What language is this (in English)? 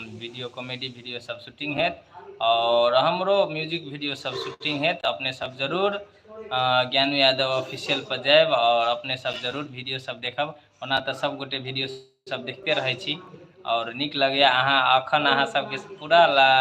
Maithili